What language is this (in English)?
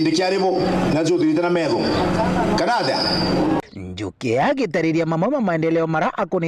Meru